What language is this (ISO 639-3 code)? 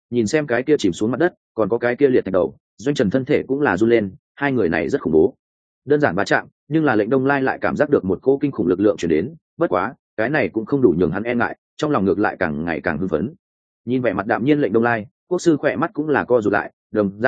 vie